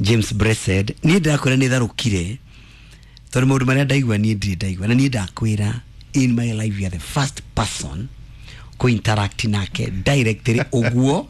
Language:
Kikuyu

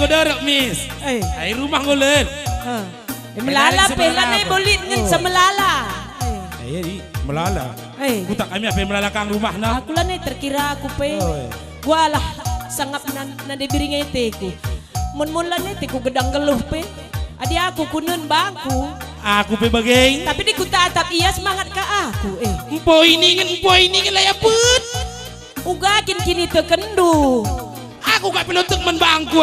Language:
Batak Karo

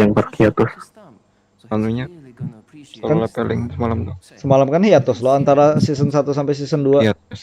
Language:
Banjar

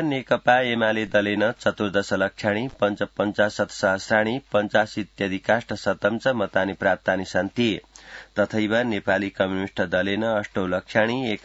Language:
Sanskrit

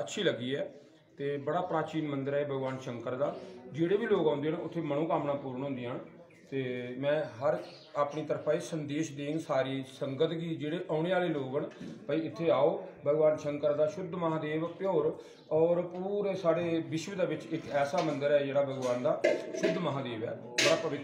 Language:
Dogri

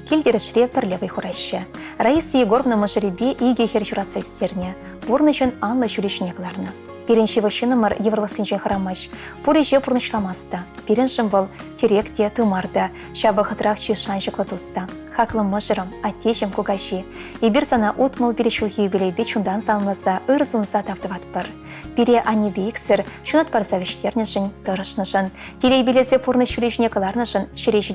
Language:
Chuvash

